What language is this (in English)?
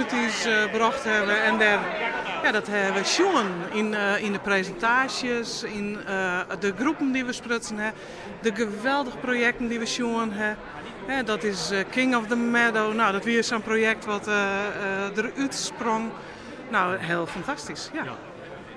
Western Frisian